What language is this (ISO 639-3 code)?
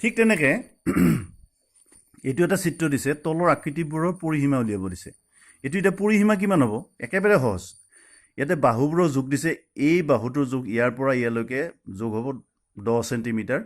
asm